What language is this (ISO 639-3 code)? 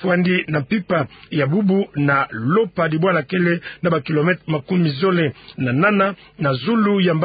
ktu